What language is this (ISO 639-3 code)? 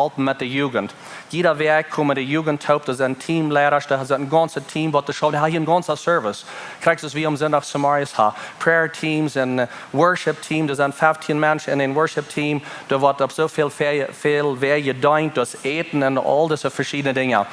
pdt